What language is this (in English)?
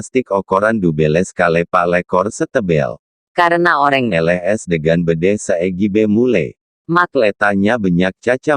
Madurese